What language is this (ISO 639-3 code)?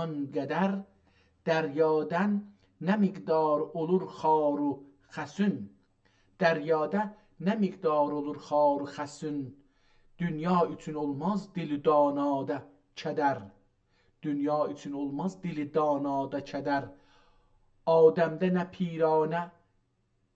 azb